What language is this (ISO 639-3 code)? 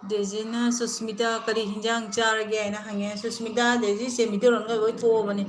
mni